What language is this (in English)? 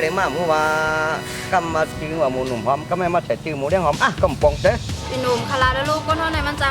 Shan